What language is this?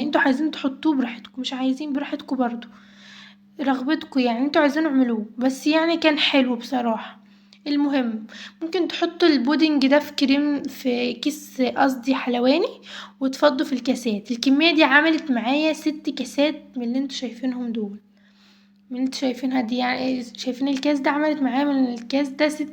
Egyptian Arabic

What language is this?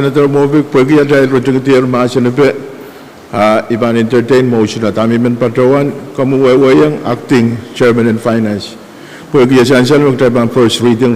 Pohnpeian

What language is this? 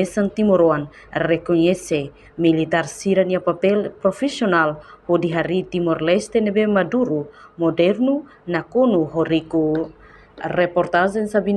Tetum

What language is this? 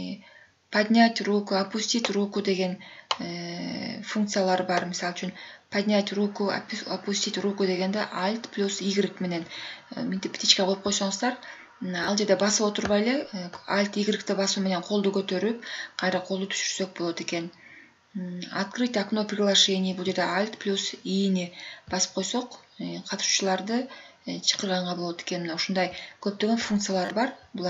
Kyrgyz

